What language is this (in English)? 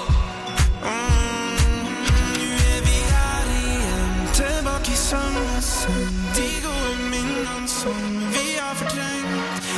Norwegian